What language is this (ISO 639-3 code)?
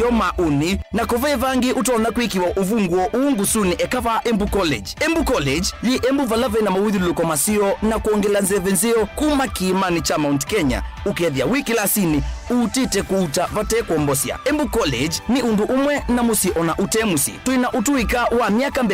kam